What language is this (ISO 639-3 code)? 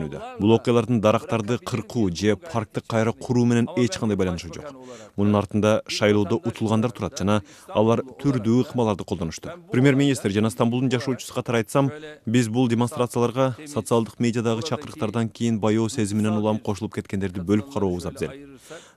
kir